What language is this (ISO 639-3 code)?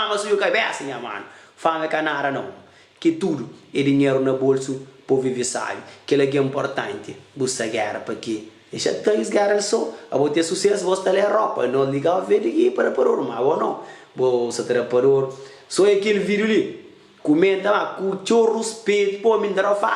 kea